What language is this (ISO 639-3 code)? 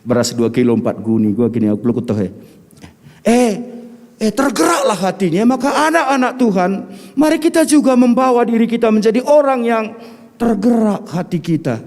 btx